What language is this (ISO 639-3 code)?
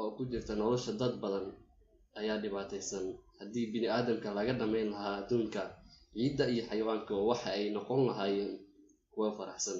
som